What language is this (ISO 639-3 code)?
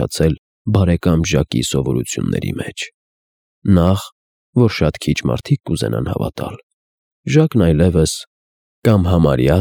hye